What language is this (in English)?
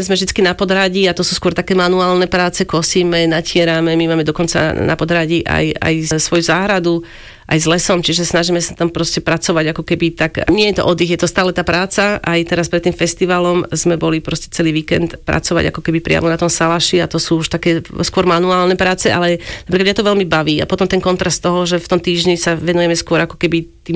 Slovak